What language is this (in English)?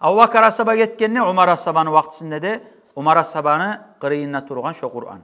Kumyk